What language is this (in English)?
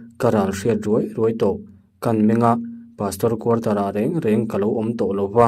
Mizo